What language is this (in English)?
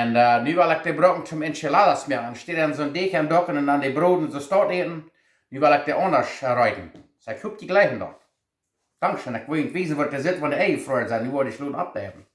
Plautdietsch